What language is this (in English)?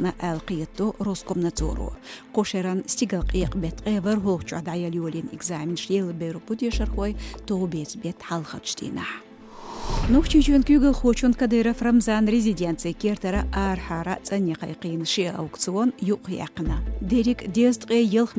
Chechen